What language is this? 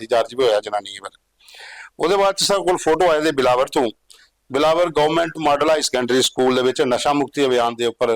Dogri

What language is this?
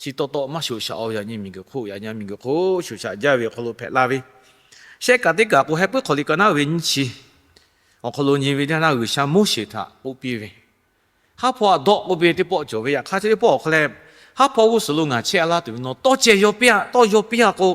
Lahu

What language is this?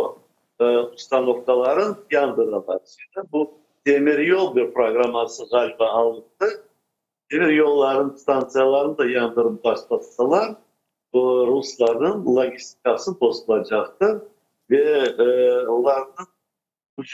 Crimean Tatar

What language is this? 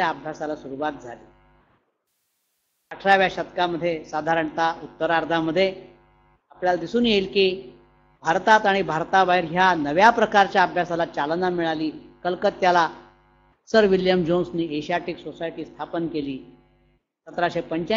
Marathi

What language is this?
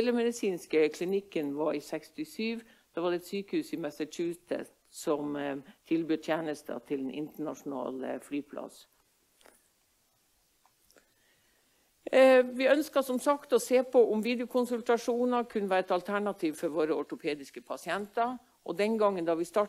Norwegian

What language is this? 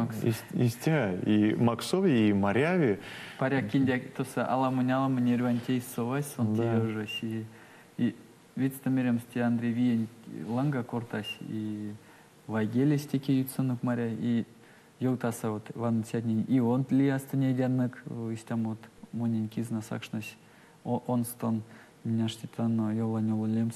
Erzya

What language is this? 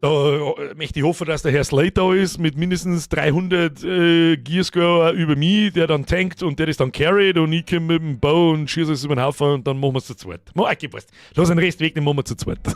Bavarian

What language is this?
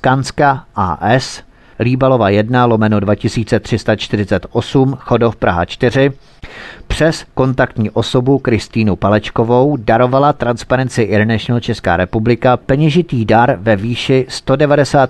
Czech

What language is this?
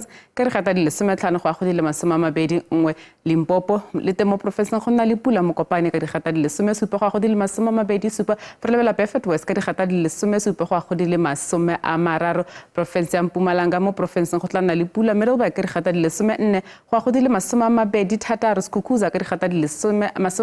Tswana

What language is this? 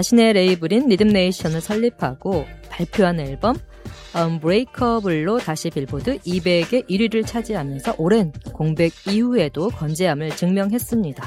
Korean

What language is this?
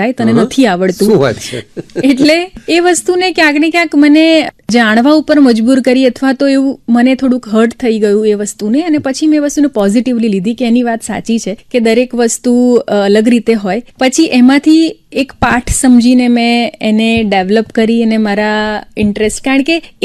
Gujarati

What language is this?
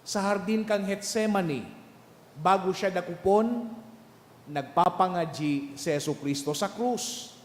Bikol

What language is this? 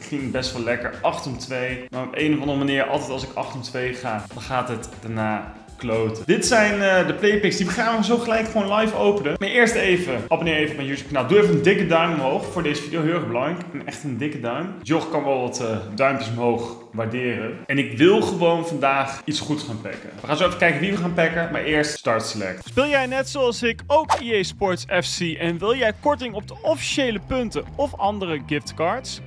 Dutch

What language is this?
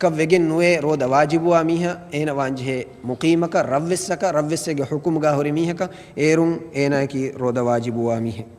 Divehi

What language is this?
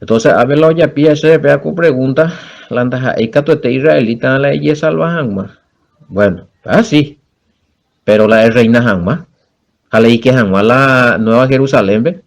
Guarani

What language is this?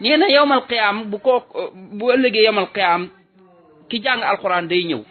Wolof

